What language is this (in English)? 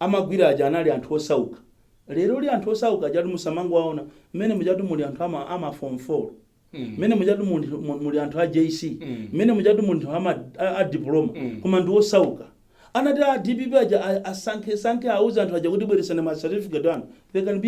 Nyanja